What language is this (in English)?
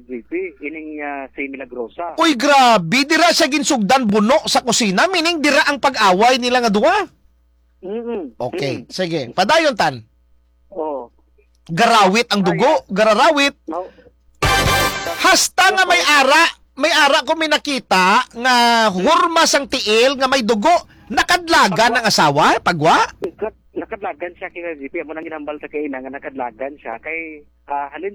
Hiligaynon